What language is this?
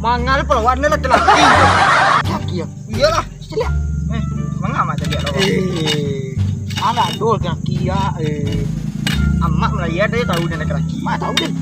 Minangkabau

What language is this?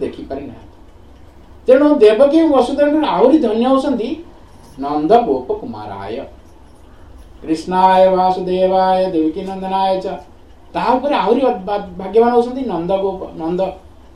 Odia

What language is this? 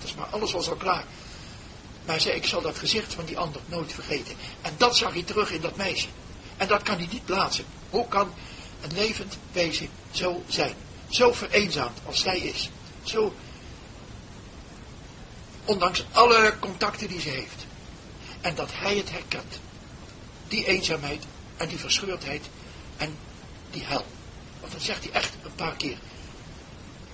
Dutch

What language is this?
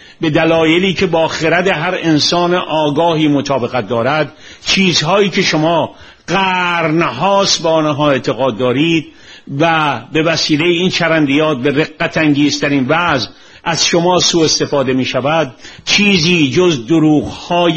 Persian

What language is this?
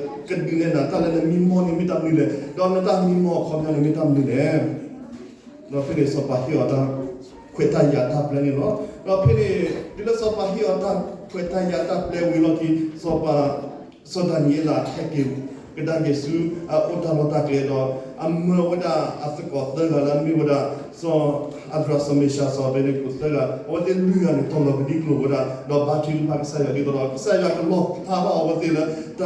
S'gaw Karen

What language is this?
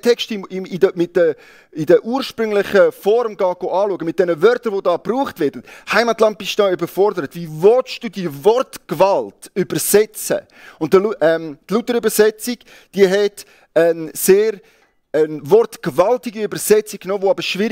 Swiss German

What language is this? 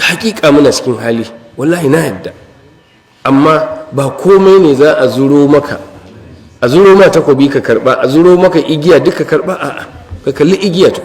Hausa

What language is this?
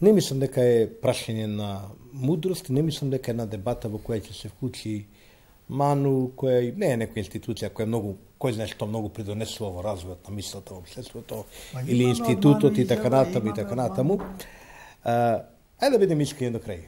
Macedonian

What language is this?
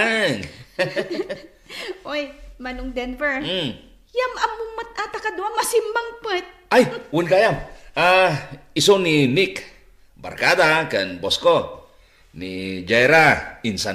Iloko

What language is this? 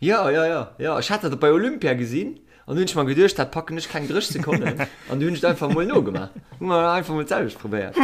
Luxembourgish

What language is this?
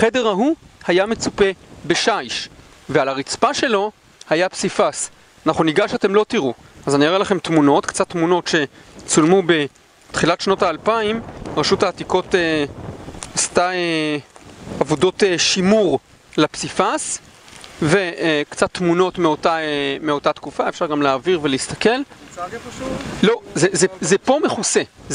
Hebrew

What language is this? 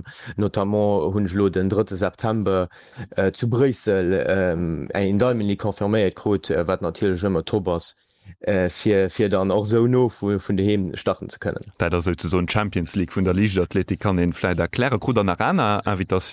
Luxembourgish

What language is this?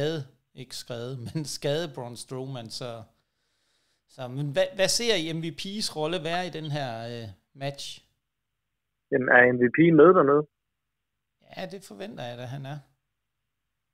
Danish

